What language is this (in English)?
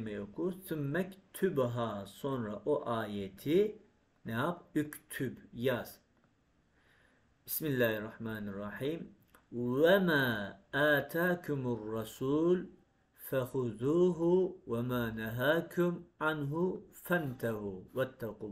Turkish